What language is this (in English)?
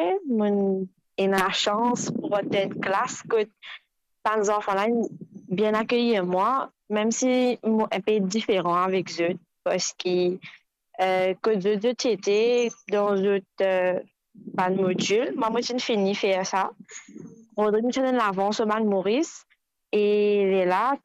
Morisyen